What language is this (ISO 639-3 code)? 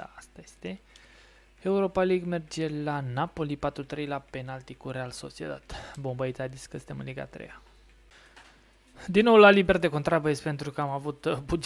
ron